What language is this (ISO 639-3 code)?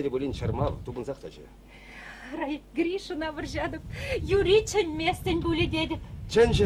chv